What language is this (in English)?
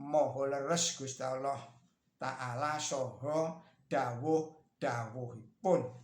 Javanese